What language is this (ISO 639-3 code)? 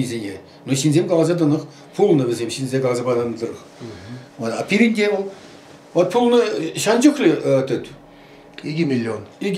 chv